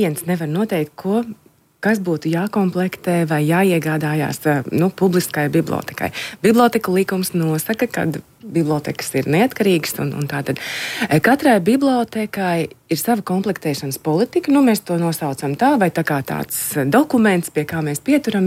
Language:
Latvian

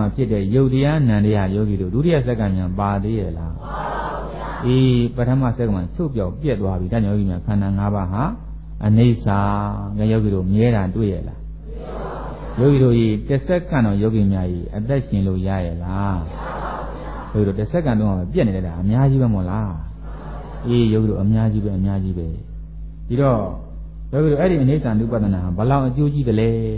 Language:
Burmese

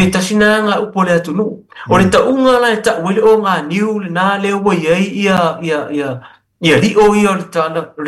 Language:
Samoan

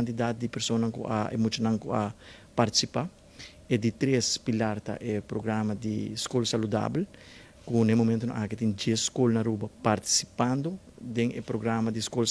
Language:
Papiamento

